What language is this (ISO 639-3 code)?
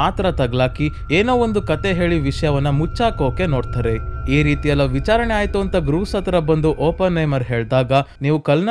kan